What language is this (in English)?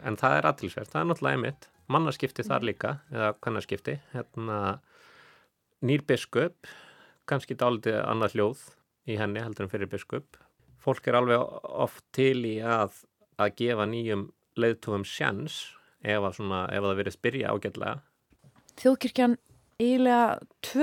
Icelandic